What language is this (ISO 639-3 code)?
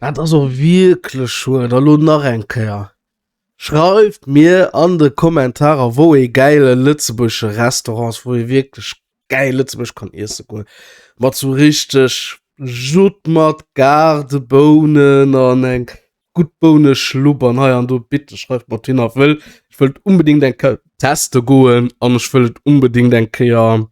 ltz